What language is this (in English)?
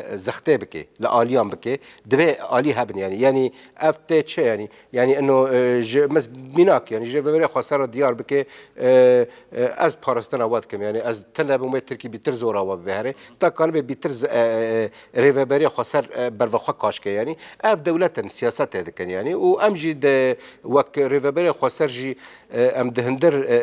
Kurdish